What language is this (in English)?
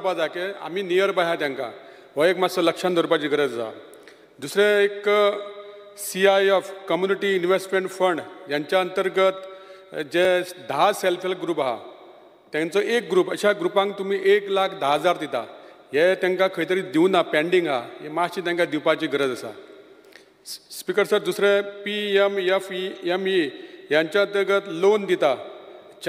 Konkani